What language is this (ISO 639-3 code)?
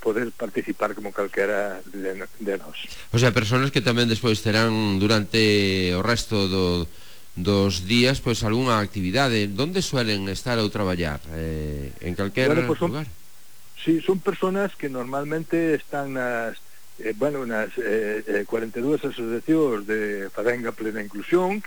glg